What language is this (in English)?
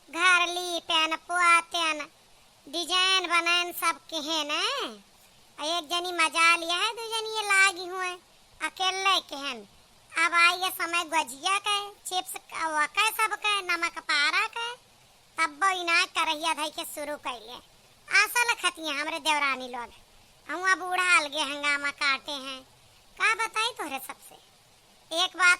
Awadhi